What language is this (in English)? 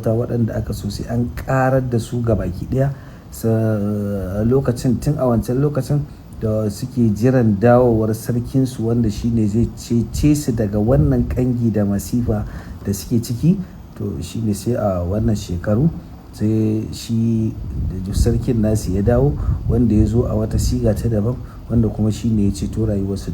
Hausa